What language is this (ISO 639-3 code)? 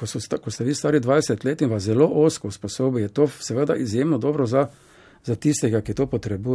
slv